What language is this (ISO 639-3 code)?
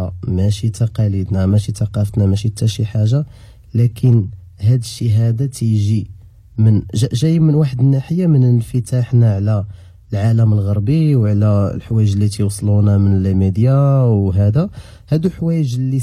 ary